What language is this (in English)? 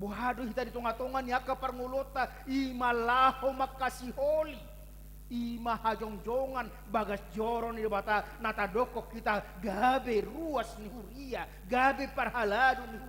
Batak Toba